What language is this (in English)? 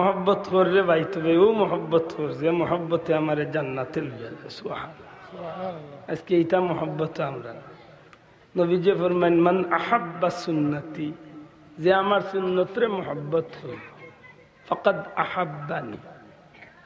Sylheti